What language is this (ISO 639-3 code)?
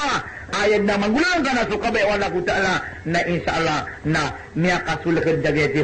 mrw